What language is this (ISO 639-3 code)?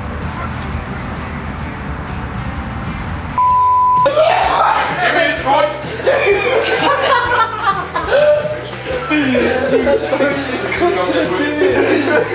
deu